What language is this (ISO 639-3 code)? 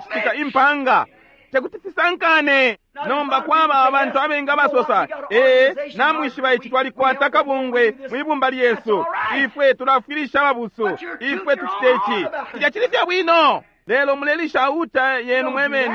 bem